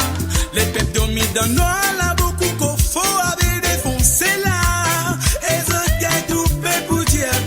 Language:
Morisyen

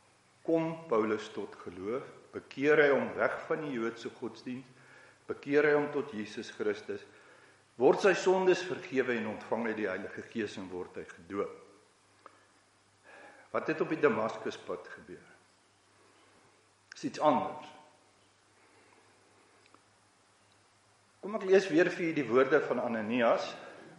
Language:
Afrikaans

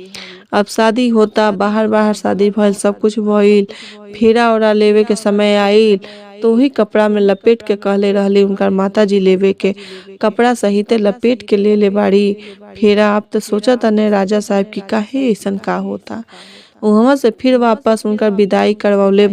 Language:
Bhojpuri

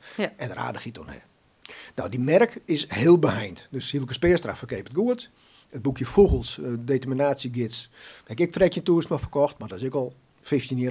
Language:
Western Frisian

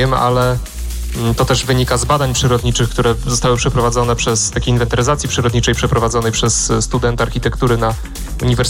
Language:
Polish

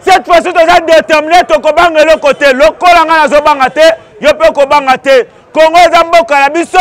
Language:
Lingala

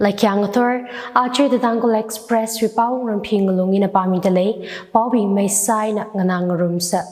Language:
Tangkhul Naga (India)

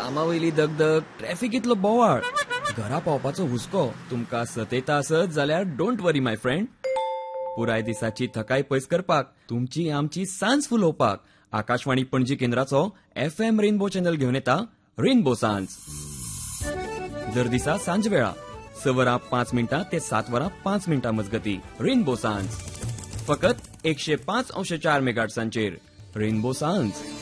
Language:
Konkani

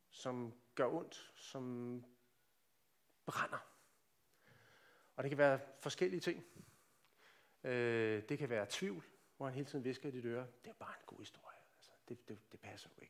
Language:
Danish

